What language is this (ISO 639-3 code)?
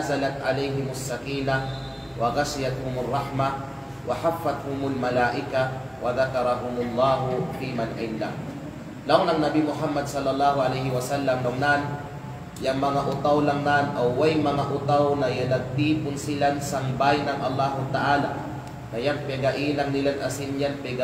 kqe